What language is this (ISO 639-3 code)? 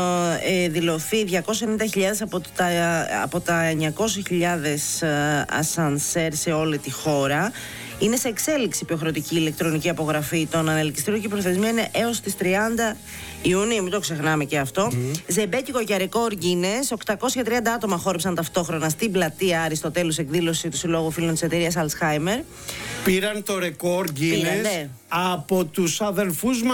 ell